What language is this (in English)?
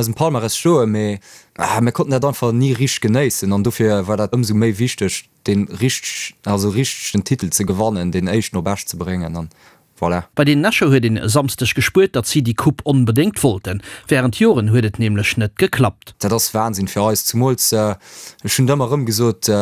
Luxembourgish